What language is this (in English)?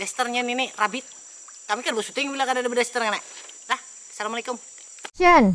Banjar